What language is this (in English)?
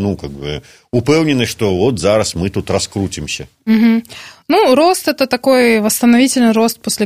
Belarusian